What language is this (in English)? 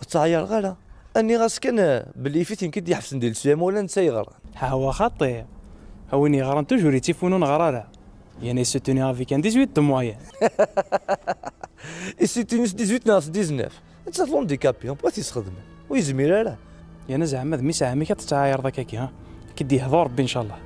Kabyle